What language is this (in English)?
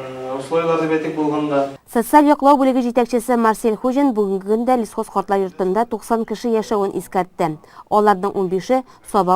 Tatar